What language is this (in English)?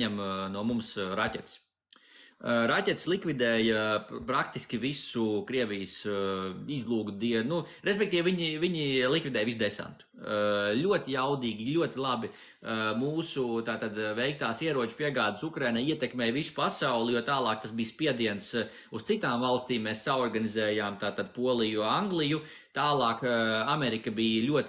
Latvian